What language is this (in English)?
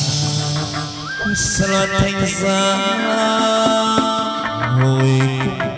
Vietnamese